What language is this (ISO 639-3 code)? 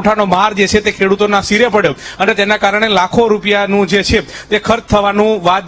guj